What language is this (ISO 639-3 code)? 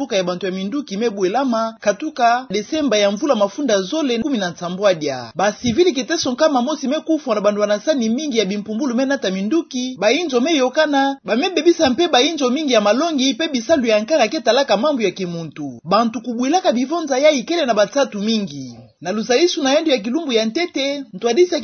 ktu